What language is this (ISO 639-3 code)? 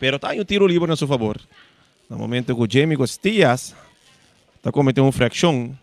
pap